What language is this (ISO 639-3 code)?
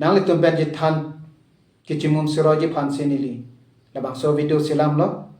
mjw